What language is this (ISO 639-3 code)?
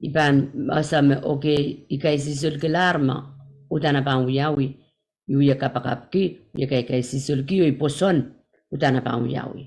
pon